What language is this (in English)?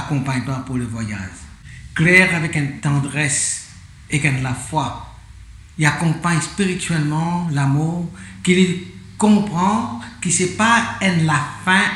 Morisyen